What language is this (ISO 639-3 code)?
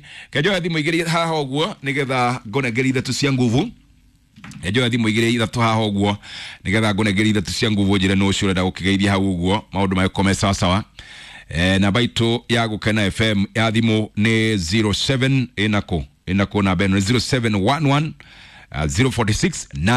kik